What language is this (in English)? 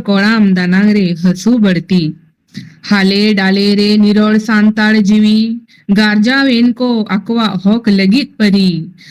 Santali